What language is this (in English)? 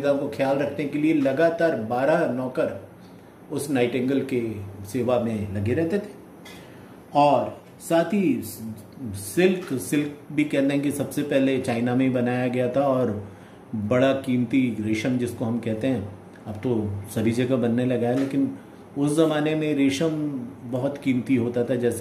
Hindi